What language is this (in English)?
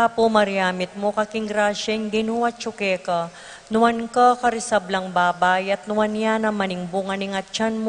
Pampanga